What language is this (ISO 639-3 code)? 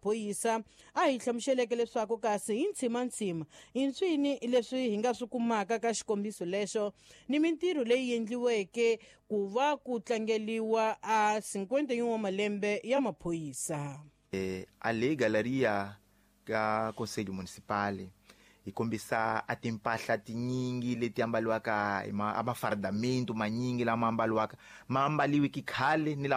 tso